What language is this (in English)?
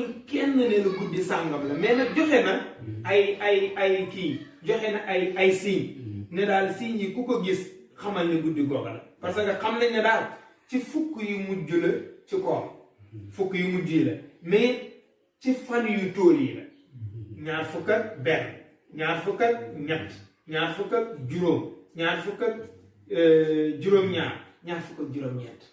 Wolof